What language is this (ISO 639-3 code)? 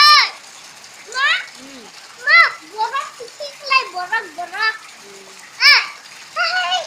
trp